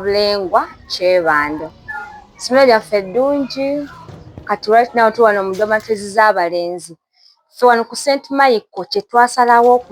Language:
Ganda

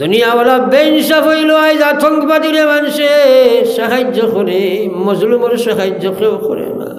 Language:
Sylheti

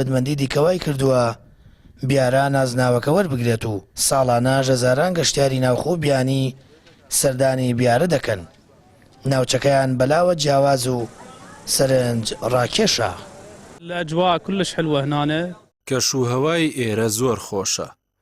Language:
Central Kurdish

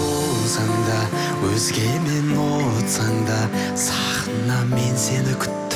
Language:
Kazakh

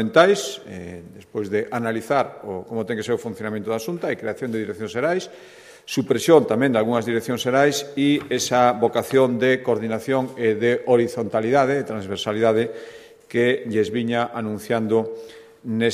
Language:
Galician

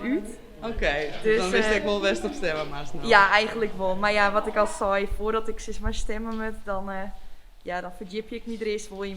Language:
Western Frisian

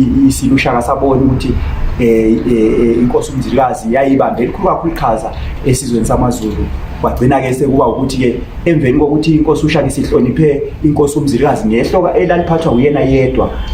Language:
Zulu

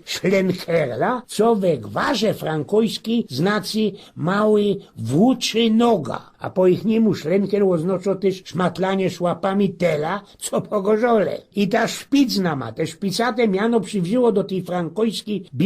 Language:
Silesian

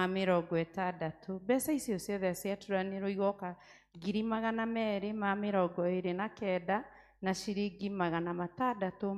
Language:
Kikuyu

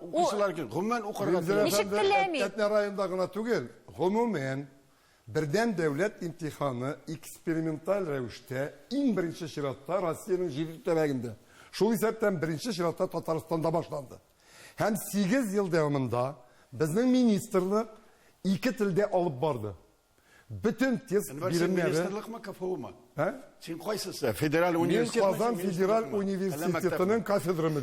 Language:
Tatar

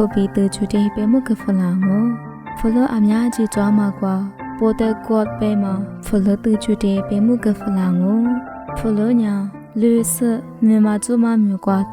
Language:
Lisu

